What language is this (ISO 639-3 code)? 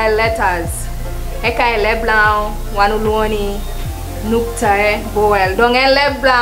laj